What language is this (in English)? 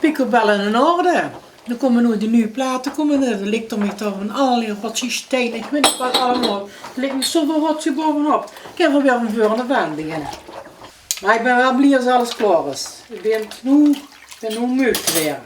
Limburgish